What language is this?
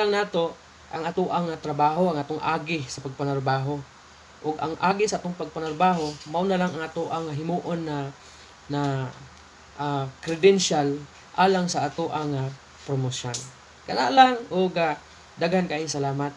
Cebuano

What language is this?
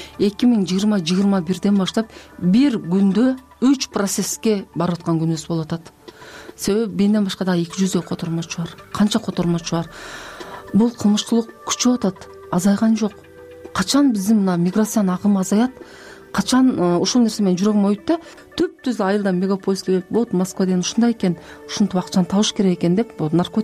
Kyrgyz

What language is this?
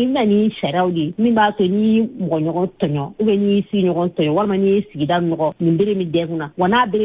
Bambara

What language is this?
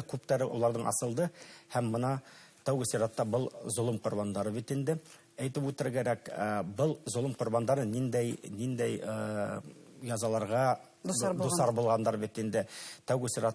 Bashkir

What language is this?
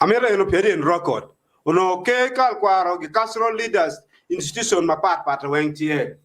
Acoli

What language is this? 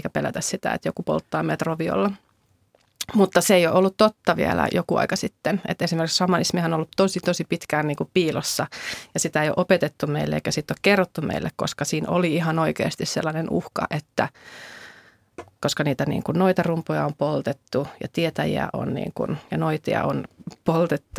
Finnish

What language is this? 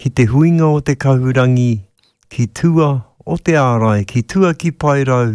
Māori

